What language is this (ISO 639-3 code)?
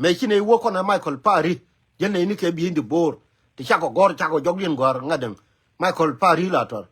nus